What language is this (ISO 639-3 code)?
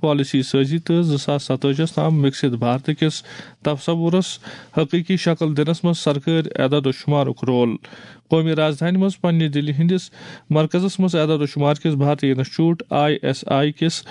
kas